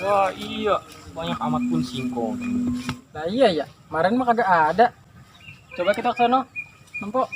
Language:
Betawi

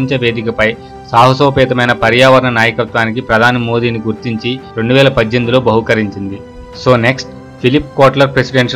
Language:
Telugu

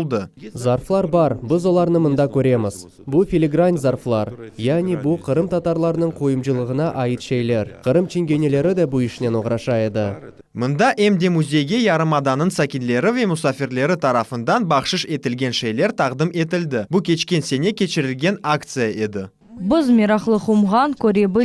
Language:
Crimean Tatar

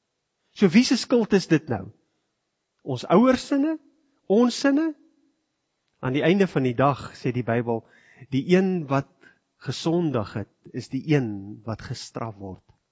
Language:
Afrikaans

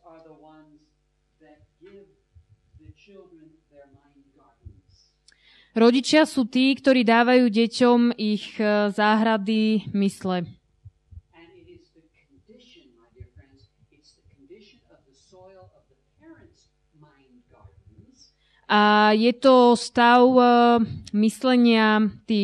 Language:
Slovak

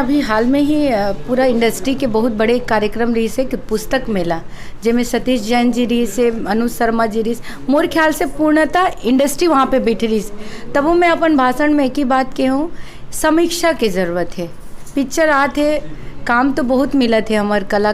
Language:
Chhattisgarhi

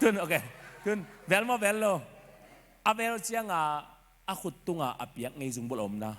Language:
Tedim Chin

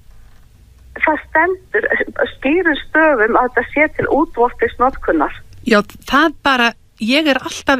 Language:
Icelandic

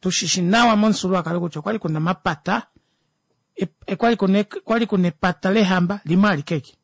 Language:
Kuanyama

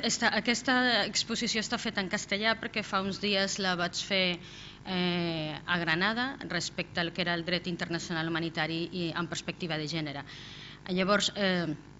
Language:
Catalan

